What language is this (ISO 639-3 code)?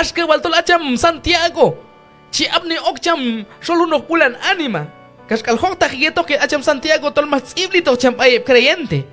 kjb